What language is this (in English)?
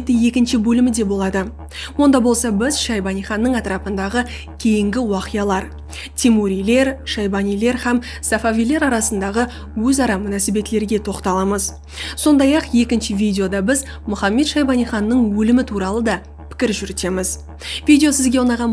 Kara-Kalpak